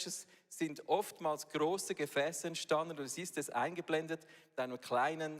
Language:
Swiss German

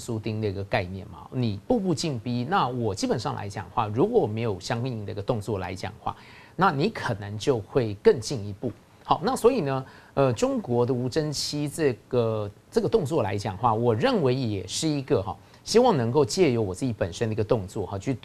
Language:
Chinese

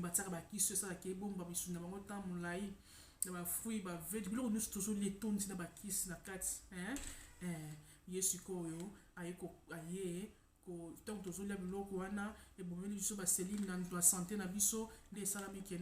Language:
Lingala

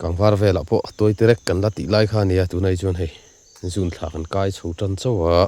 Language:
Mizo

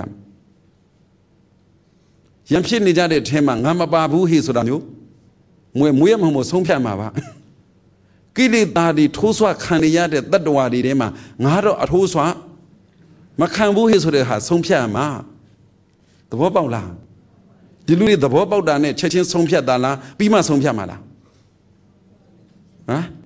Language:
Burmese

